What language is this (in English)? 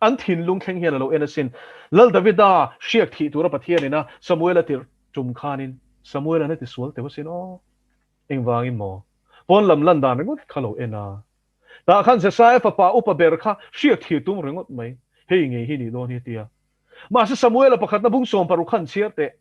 Mizo